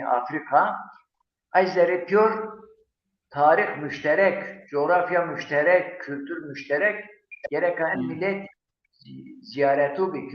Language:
Zaza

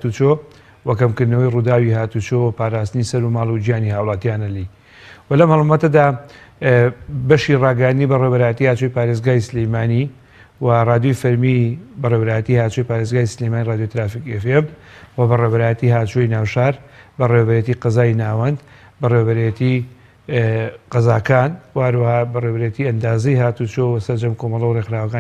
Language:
Central Kurdish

